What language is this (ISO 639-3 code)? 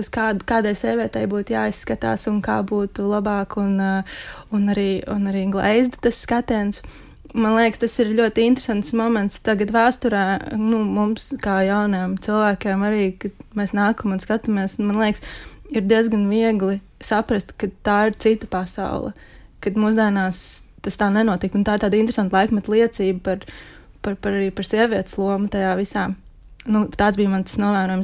lav